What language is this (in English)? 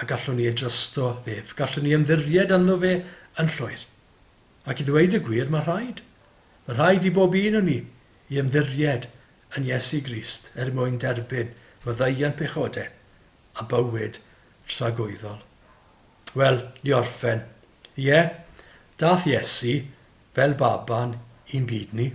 Welsh